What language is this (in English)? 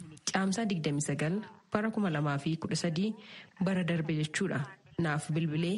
Oromo